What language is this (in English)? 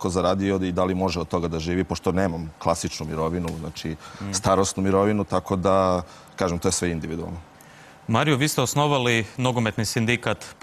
Croatian